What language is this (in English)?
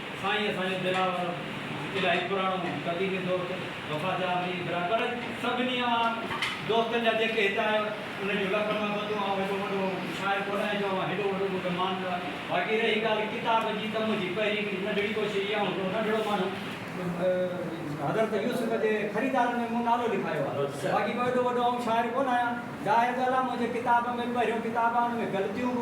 Sindhi